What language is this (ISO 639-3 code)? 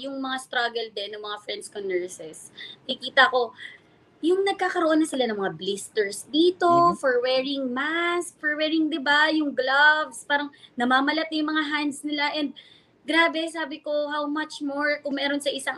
fil